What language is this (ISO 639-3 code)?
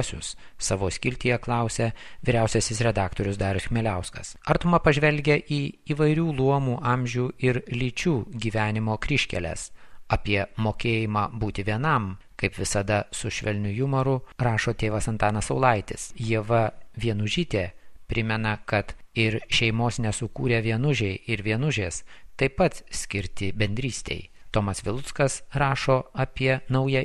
lit